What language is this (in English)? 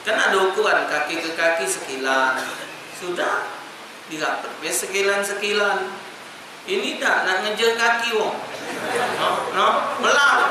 Musi